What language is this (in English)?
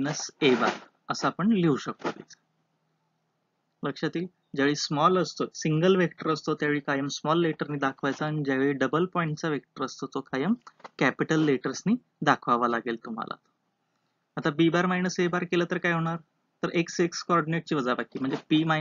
Marathi